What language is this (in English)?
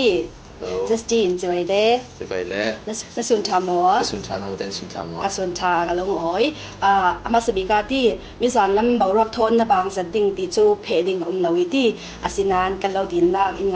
Falam Chin